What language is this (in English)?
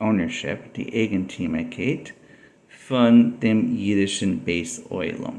Yiddish